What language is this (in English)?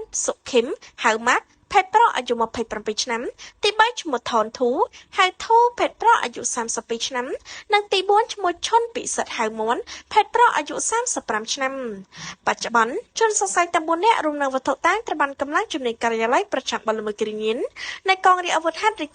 Khmer